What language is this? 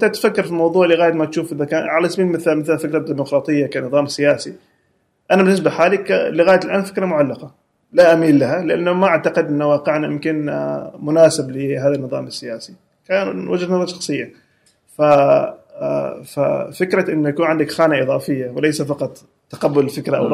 Gulf Arabic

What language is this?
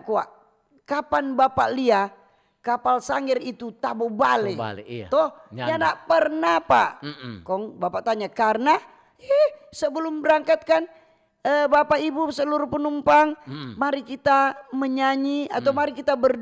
Manado Malay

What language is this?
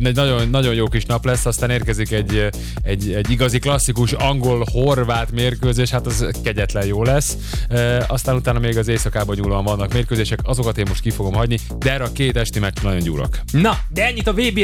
Hungarian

